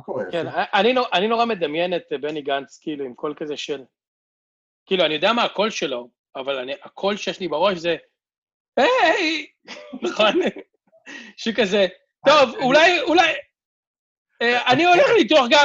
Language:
Hebrew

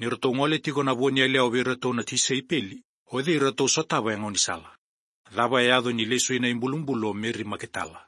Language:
Fijian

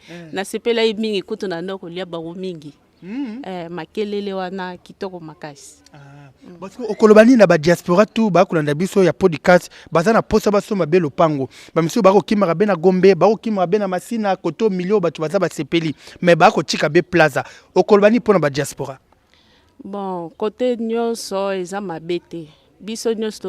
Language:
Lingala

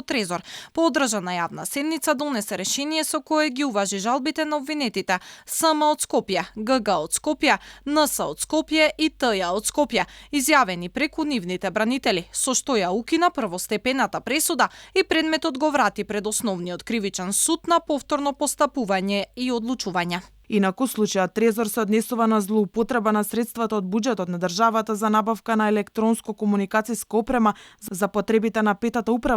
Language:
Macedonian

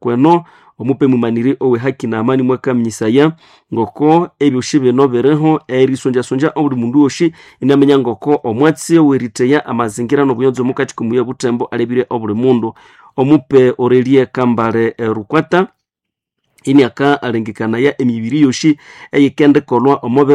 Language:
Nande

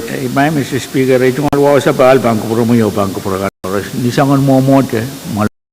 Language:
Pohnpeian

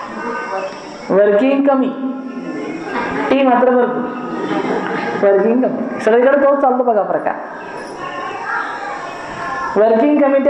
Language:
Marathi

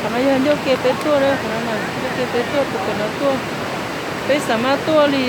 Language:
Hmong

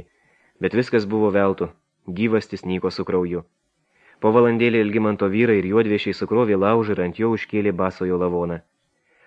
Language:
Lithuanian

